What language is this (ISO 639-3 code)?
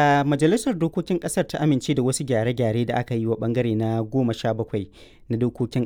hau